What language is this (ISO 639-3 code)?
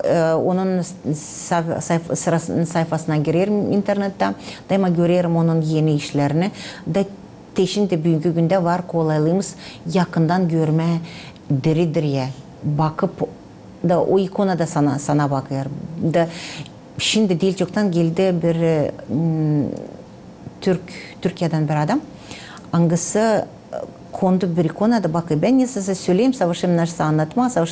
gag